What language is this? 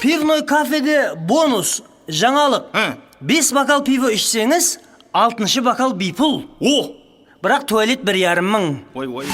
Kara-Kalpak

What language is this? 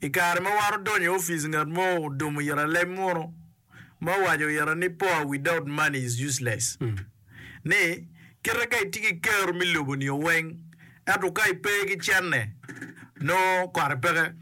Acoli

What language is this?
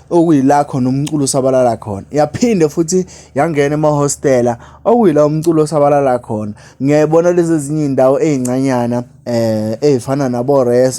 Zulu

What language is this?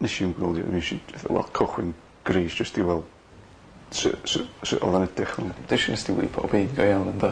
Welsh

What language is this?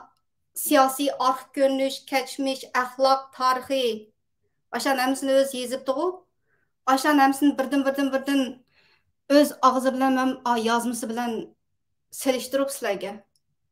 Uyghur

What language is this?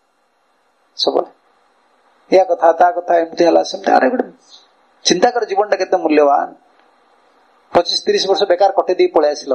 Odia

